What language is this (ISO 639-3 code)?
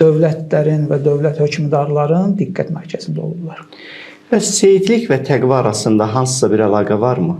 aze